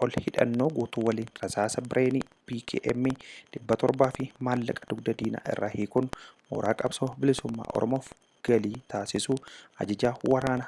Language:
Oromo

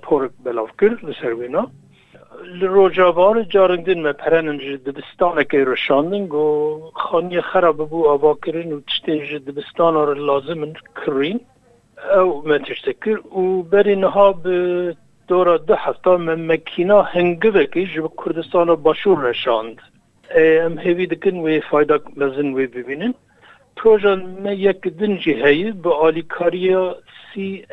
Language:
Kurdish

